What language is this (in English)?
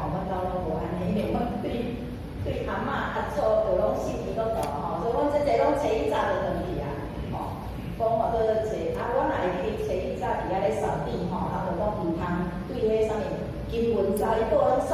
Min Nan Chinese